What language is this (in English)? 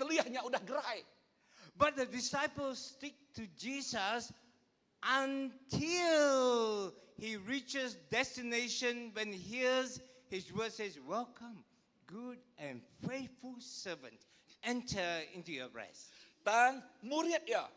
Iban